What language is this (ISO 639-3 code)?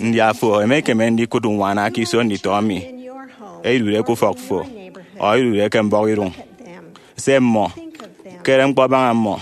efi